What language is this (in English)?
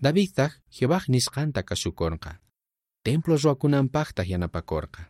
South Bolivian Quechua